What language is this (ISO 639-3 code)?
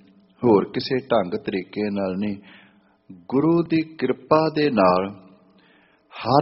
pan